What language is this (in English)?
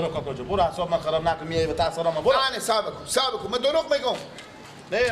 Persian